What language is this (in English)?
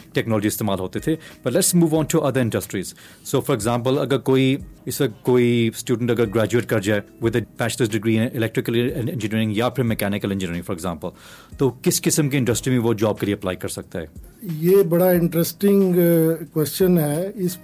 Urdu